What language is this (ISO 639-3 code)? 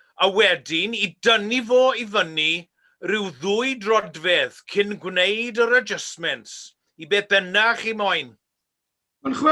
cym